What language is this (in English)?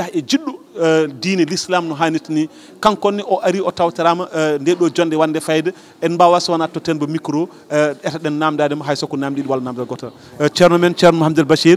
Fula